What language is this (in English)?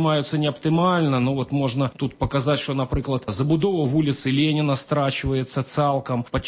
Belarusian